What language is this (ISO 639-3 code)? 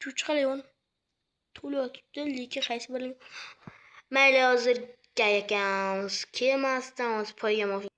uzb